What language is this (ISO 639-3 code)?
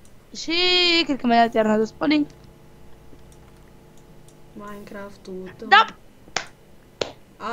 ron